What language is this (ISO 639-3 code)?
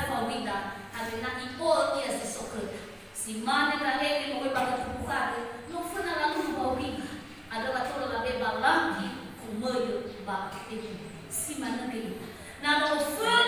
nia